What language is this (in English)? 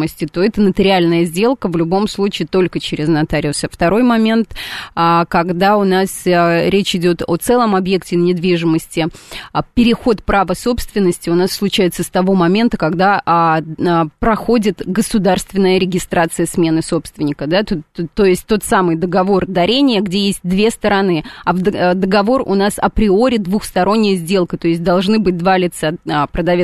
Russian